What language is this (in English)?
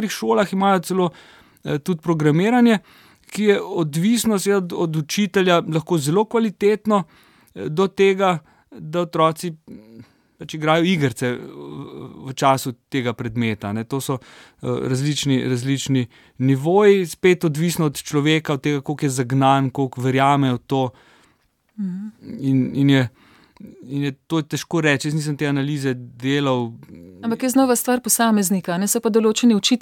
Slovenian